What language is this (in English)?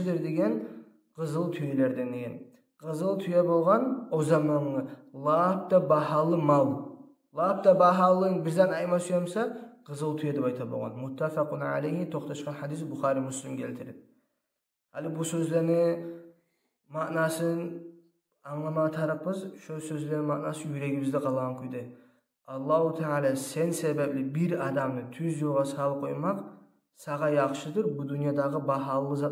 Kumyk